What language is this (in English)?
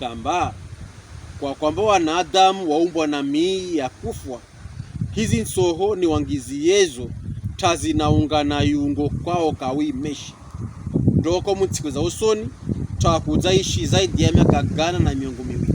Pokomo